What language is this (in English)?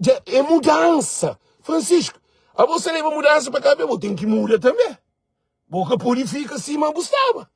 Kabuverdianu